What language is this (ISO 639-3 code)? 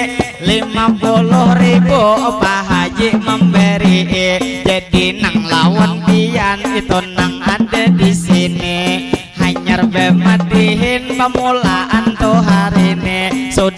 bjn